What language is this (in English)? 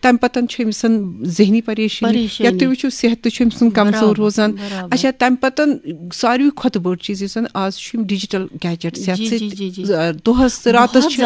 Kashmiri